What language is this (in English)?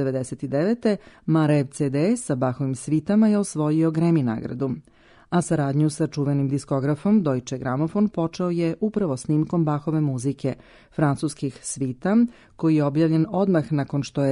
Serbian